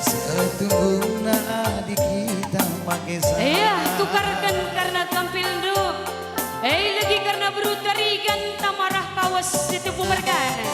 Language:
Batak Karo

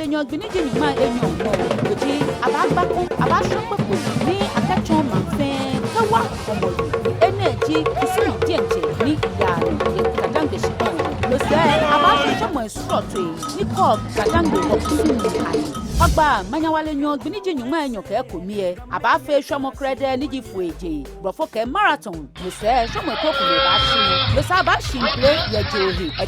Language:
Ga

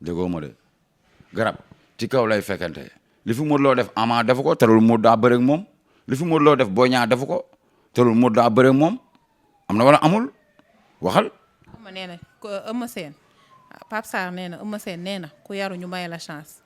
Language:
Wolof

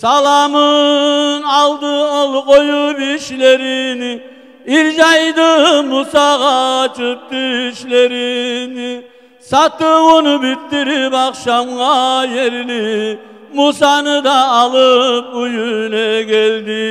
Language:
Kumyk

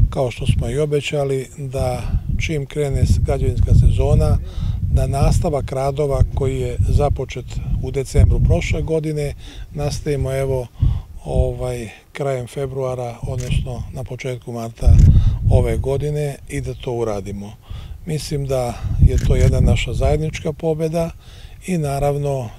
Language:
Serbian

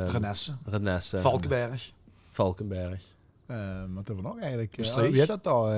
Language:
Limburgish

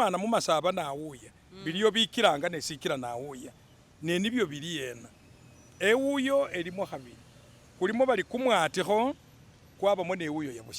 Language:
Masaaba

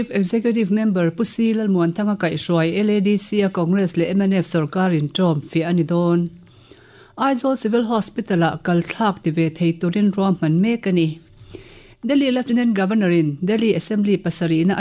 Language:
Mizo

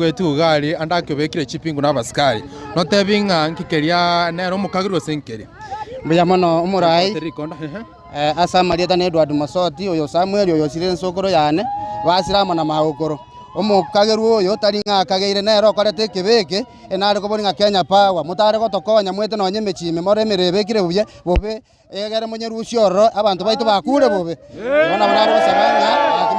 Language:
Gusii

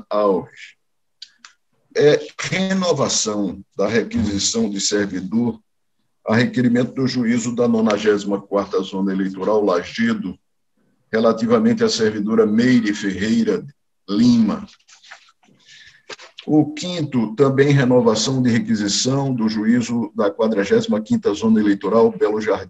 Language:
Portuguese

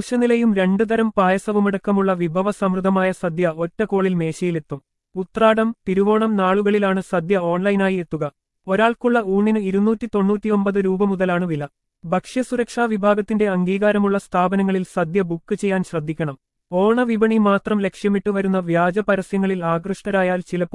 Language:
Malayalam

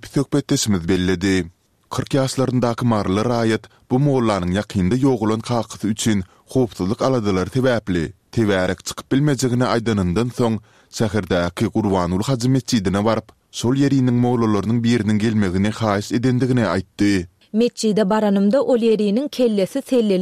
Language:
Turkmen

